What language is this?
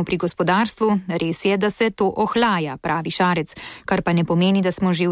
Slovenian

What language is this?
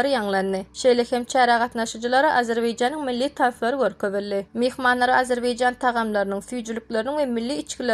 Turkmen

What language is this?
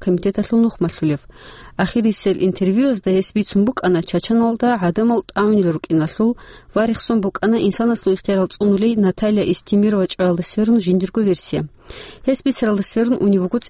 Avaric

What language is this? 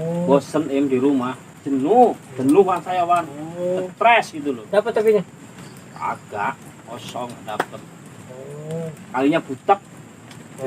Betawi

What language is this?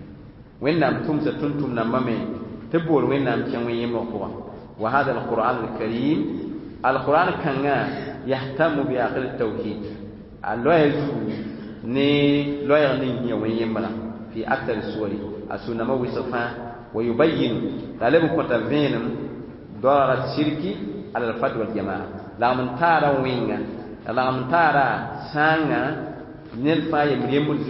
Mossi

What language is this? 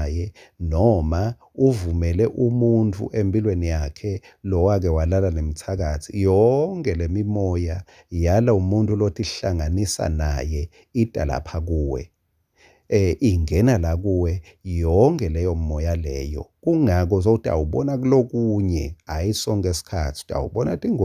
Swati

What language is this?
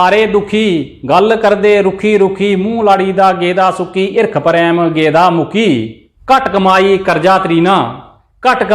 Dogri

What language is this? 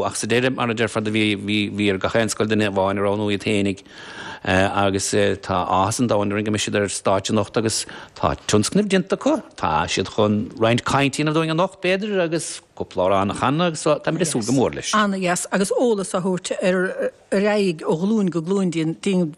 Irish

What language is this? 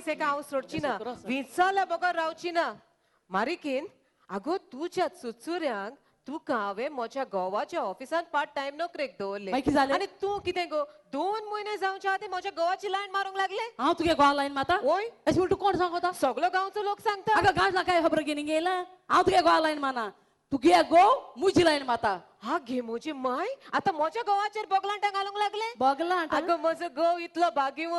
Konkani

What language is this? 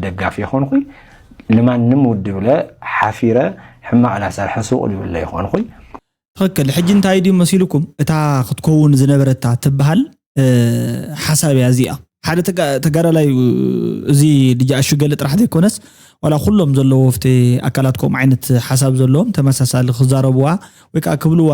Tigrinya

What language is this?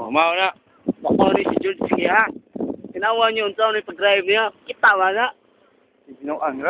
Cebuano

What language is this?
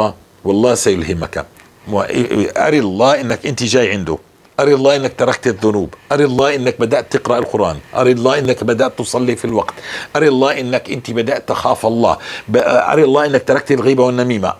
North Levantine Arabic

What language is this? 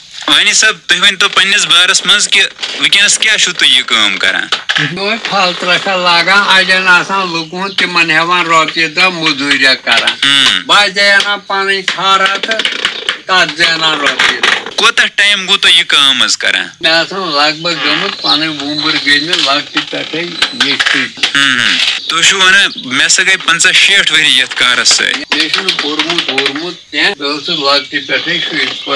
Kashmiri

